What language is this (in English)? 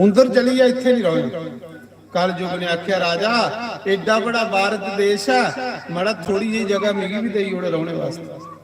Dogri